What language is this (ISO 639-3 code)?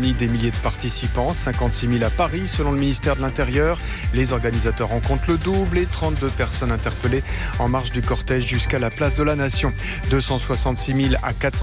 fra